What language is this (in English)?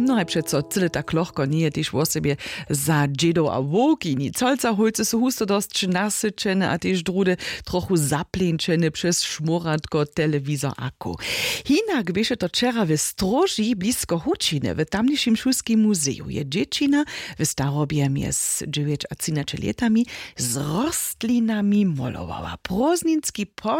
Upper Sorbian